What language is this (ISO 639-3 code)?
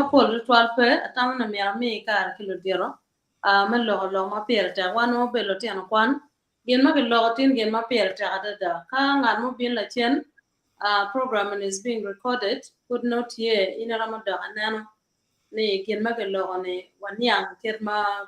ach